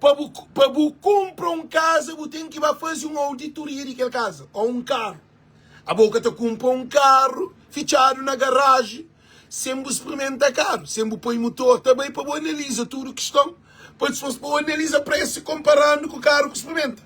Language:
Kabuverdianu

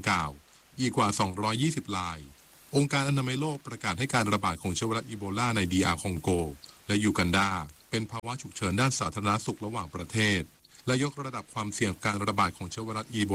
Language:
Thai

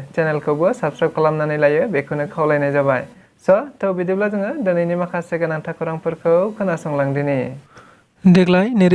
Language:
Bodo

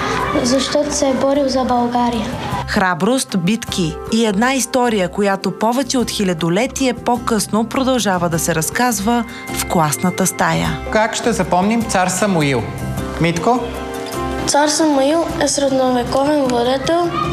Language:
Bulgarian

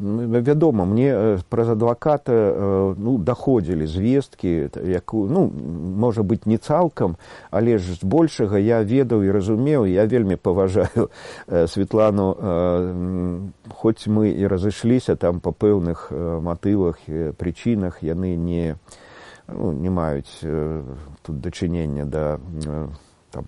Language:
Belarusian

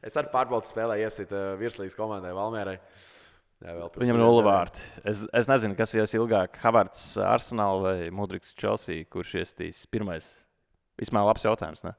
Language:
Latvian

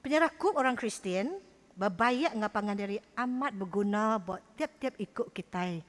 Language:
Iban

